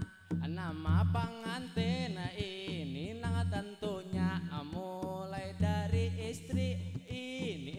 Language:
Banjar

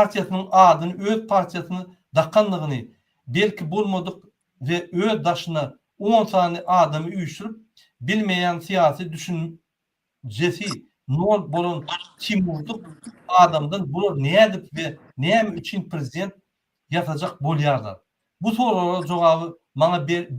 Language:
Turkmen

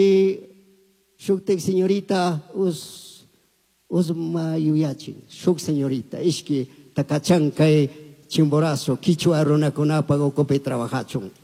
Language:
Chimborazo Highland Quichua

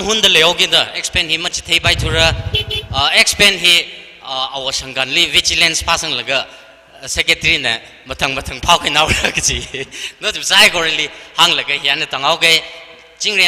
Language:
Tangkhul Naga (India)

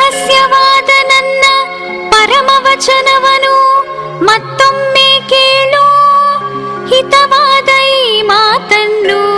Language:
Kannada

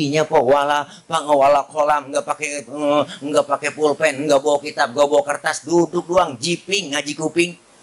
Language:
Betawi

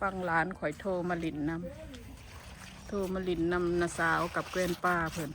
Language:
Northeastern Thai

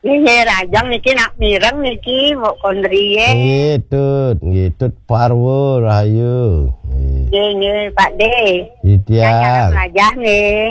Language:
Balinese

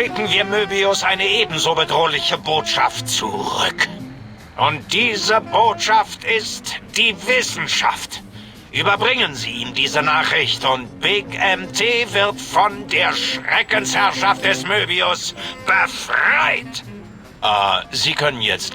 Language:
Bavarian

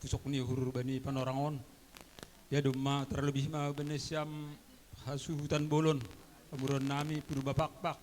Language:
Batak Simalungun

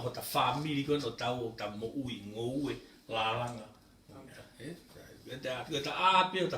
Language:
Tongan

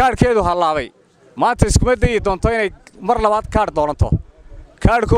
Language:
Somali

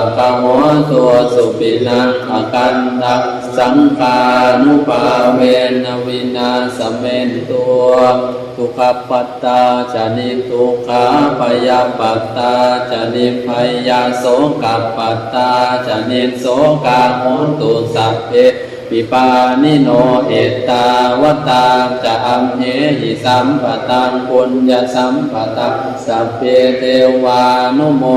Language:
Pali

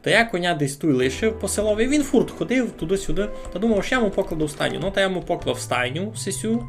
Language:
Rusyn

